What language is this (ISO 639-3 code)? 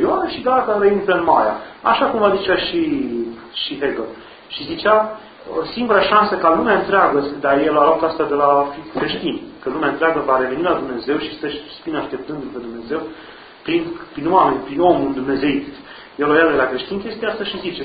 ron